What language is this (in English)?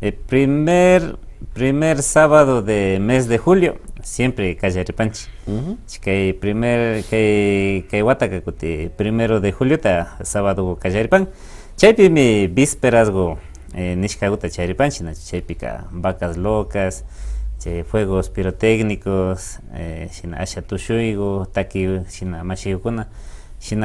Imbabura Highland Quichua